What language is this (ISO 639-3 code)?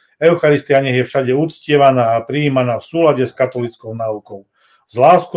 slk